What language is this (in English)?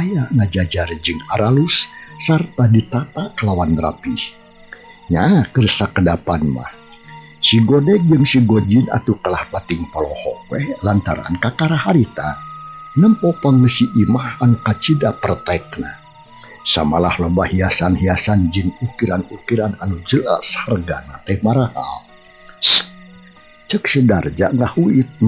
Sundanese